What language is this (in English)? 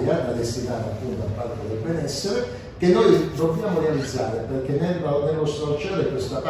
Italian